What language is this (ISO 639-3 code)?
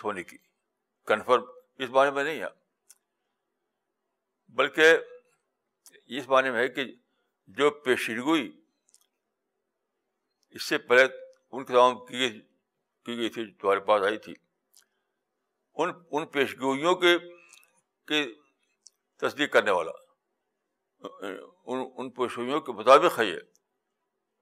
urd